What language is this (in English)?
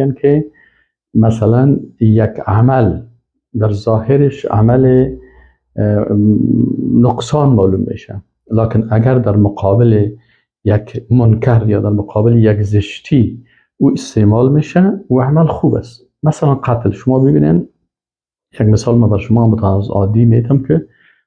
Persian